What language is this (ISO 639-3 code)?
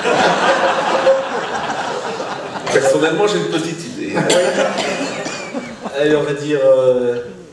fra